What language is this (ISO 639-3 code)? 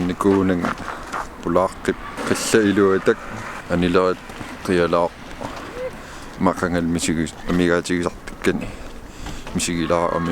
kal